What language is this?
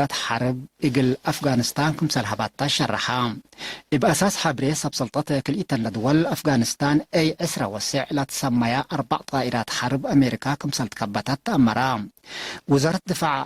Tigre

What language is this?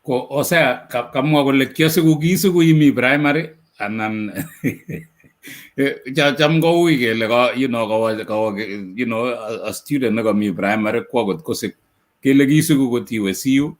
Kalenjin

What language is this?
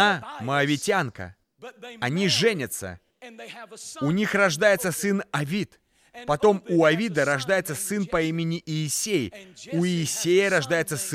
Russian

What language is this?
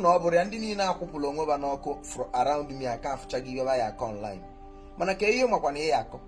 Igbo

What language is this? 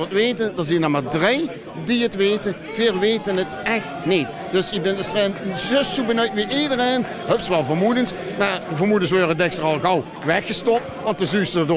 Limburgish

